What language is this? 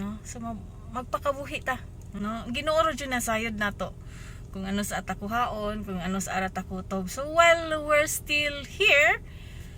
Cebuano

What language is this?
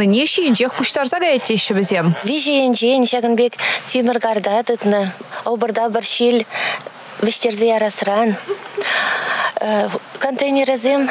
Chuvash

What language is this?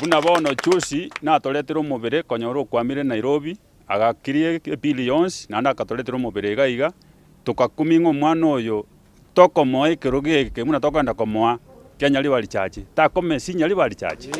Gusii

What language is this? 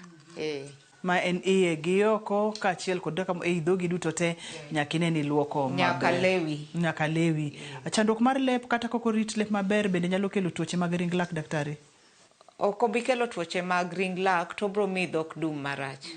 Luo (Kenya and Tanzania)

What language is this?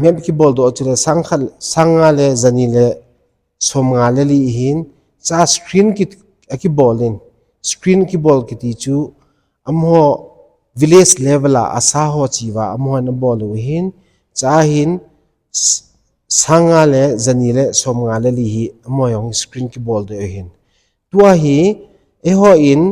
Thado Chin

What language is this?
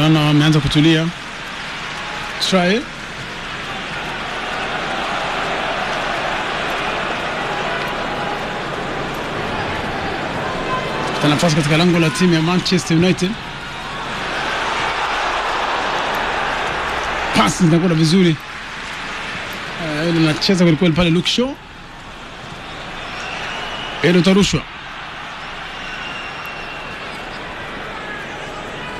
Swahili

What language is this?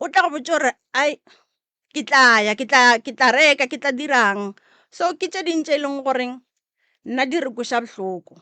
Northern Sotho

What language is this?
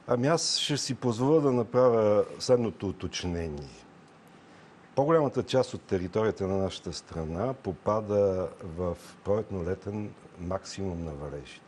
Bulgarian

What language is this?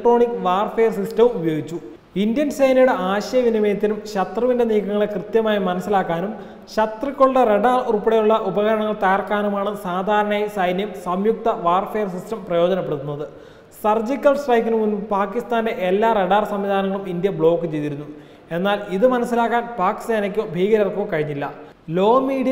Malayalam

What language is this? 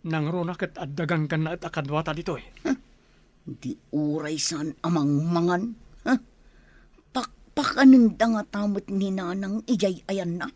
Iloko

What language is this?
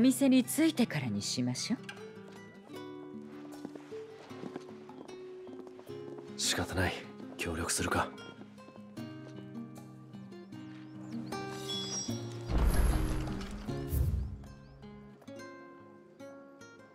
Japanese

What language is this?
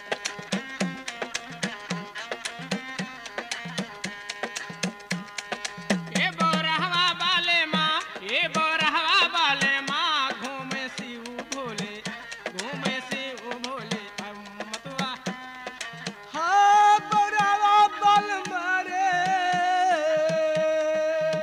Bhojpuri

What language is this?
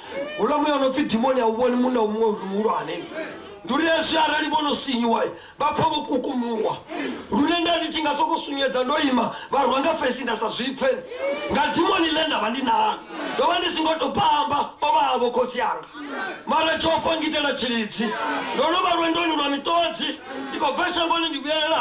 Venda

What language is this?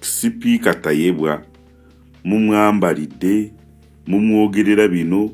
Ganda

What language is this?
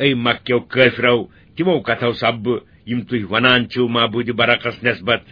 Kashmiri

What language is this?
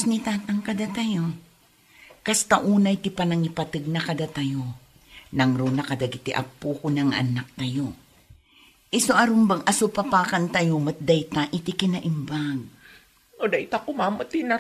Iloko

